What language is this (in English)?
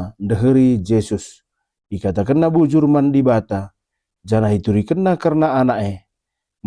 Batak Karo